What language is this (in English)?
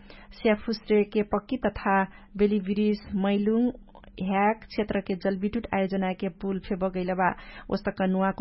Dangaura Tharu